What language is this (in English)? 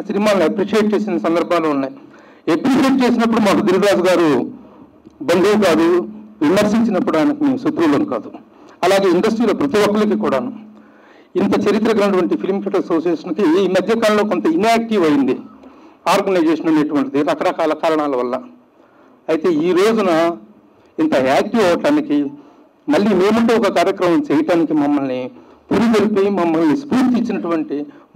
Telugu